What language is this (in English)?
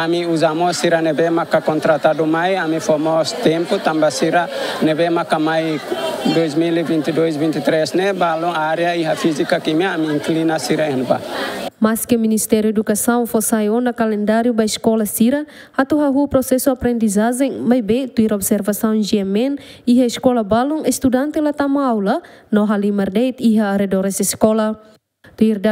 Tetum